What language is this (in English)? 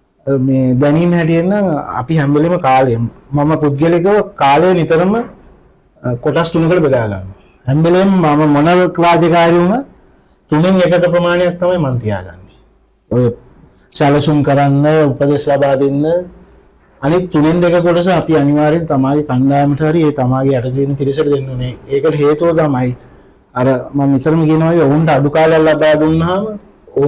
Sinhala